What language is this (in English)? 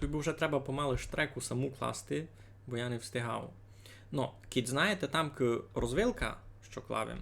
Rusyn